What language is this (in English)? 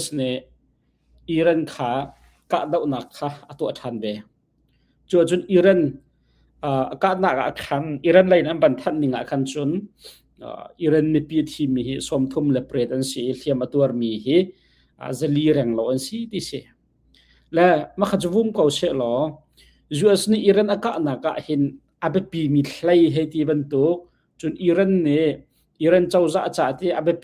Hakha Chin